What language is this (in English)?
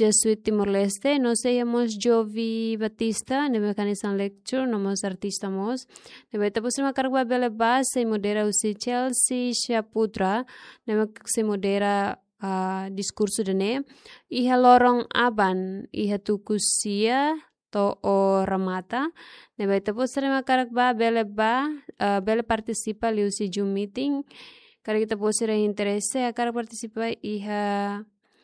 Tetum